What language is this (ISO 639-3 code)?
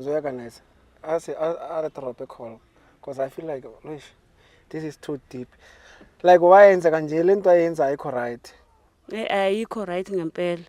zul